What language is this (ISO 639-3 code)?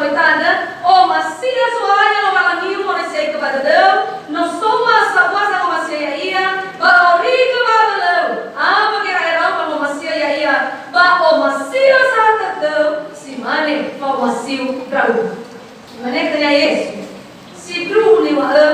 nia